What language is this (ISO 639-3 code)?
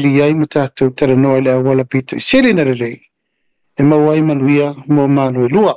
smo